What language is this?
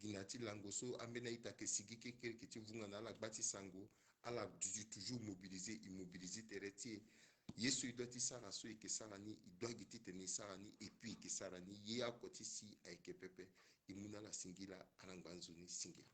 Sango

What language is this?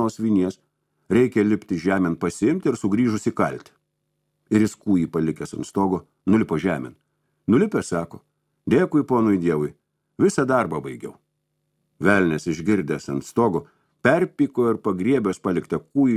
Lithuanian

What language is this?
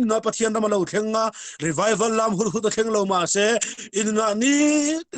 Mizo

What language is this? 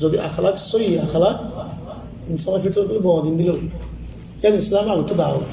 Rohingya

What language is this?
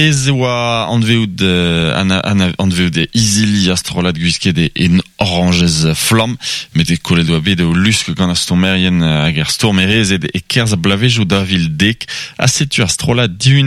Breton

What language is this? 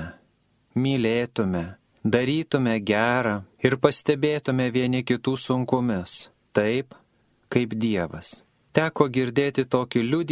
Lithuanian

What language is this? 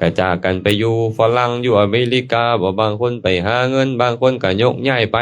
Lao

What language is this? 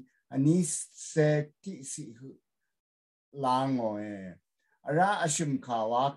Rawang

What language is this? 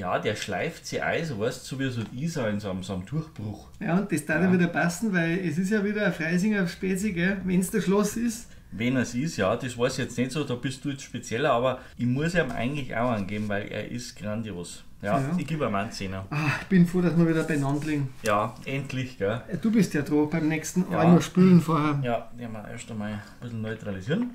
Bavarian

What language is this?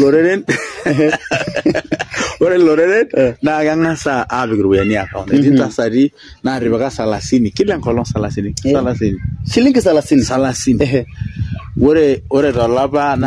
Masai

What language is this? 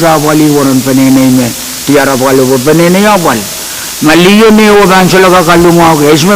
Pohnpeian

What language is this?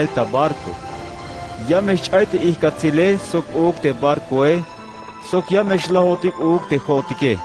Tzeltal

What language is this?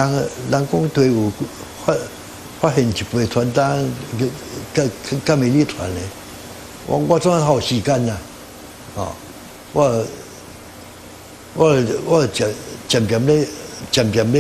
Min Nan Chinese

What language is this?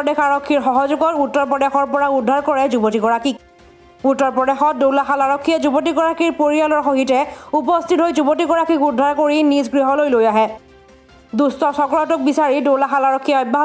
Assamese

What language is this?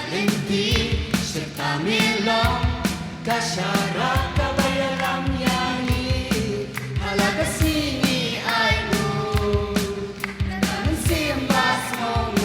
Khasi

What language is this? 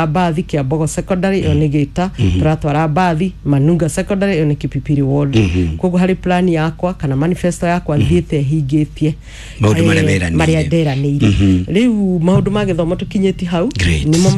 Kikuyu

